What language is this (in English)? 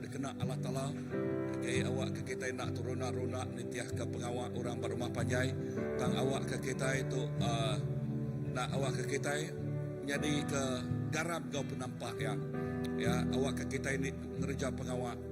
Iban